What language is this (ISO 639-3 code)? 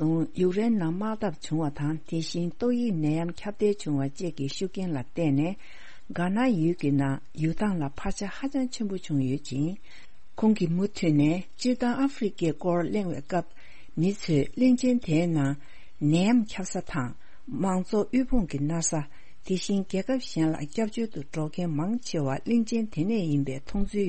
bod